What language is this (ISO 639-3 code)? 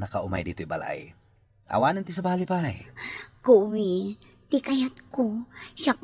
ilo